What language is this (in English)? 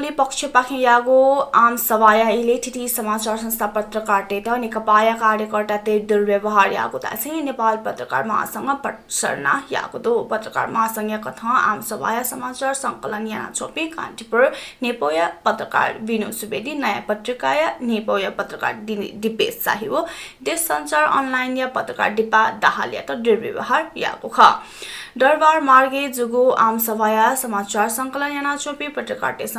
Newari